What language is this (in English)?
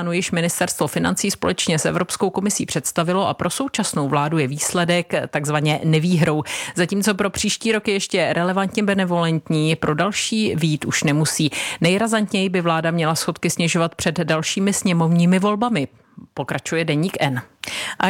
Czech